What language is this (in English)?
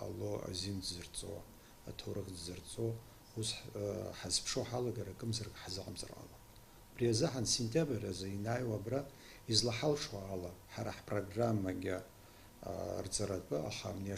Abkhazian